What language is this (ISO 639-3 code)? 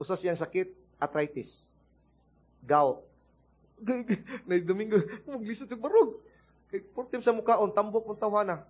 ceb